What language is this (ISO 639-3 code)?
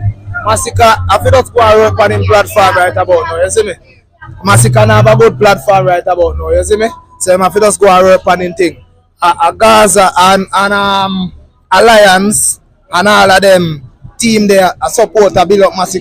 jam